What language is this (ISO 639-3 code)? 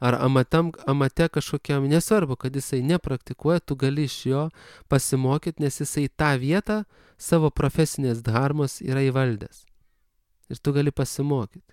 lit